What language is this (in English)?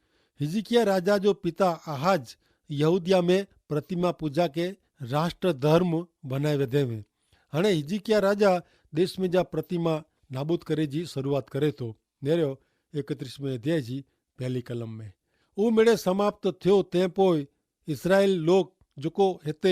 Kachhi